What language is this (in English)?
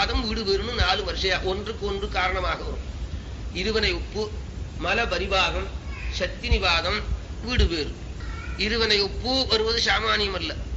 Tamil